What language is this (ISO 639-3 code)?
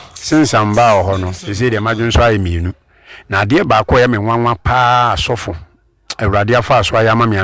aka